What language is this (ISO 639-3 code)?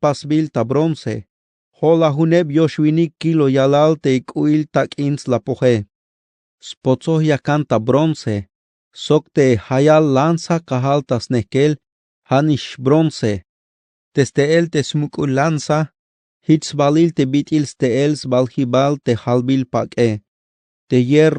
tzh